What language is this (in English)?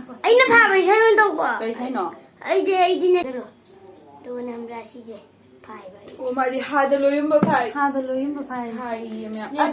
Manipuri